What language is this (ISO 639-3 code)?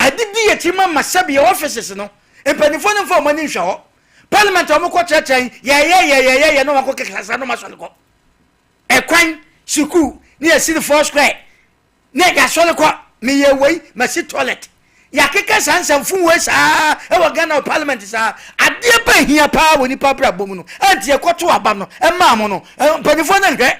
aka